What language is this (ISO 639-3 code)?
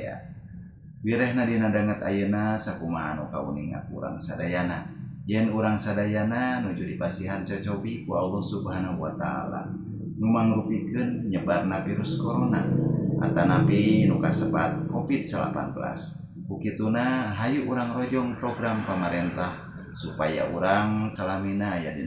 sun